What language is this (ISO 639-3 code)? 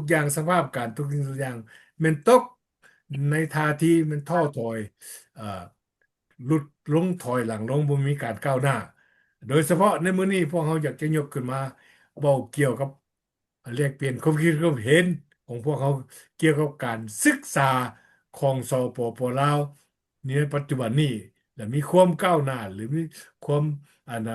lao